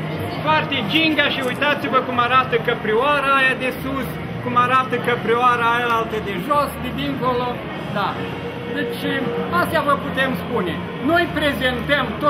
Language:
Romanian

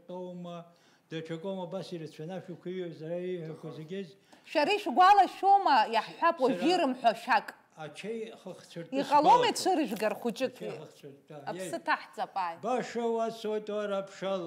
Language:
Abkhazian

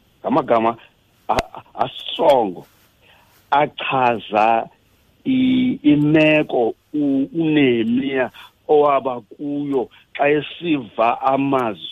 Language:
Xhosa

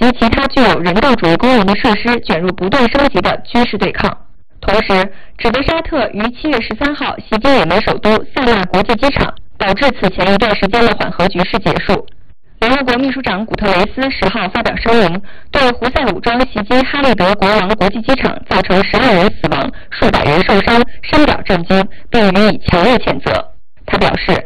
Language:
Chinese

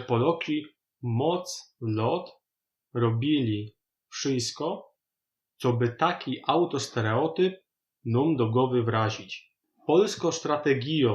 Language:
Silesian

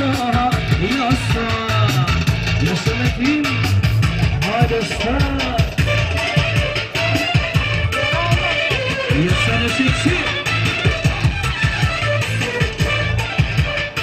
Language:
Turkish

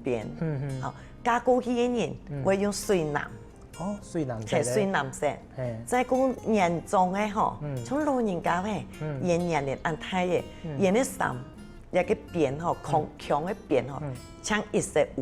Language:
Hakka Chinese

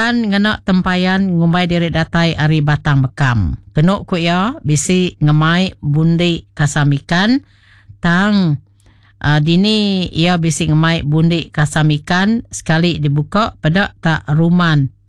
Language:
Iban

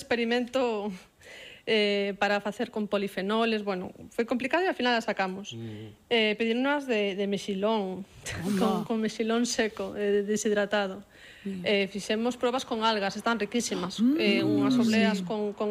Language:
Galician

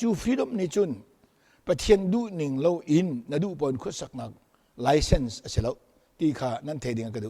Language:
Hakha Chin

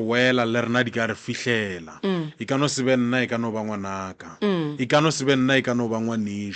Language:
Northern Sotho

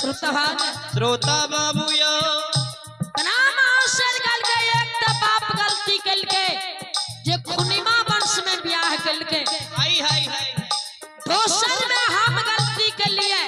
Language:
Maithili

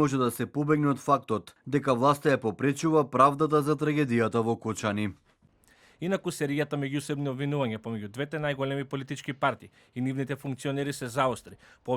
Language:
Macedonian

